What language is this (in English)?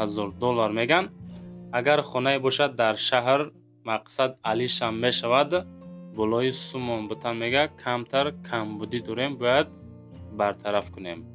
Tajik